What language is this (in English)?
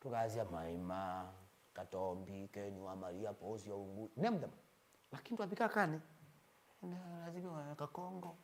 Kamba